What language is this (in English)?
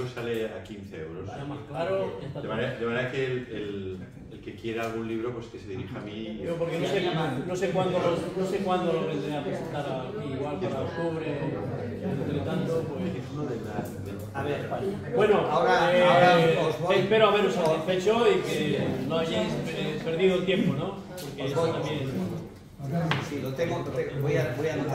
Spanish